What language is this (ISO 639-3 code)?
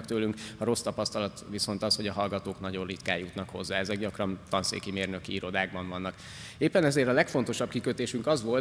hun